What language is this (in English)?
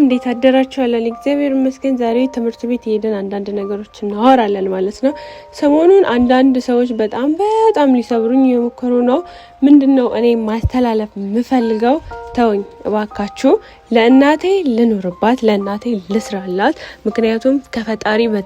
Amharic